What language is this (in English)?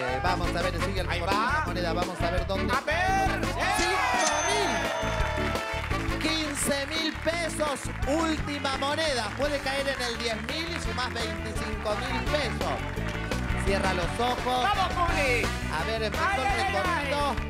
Spanish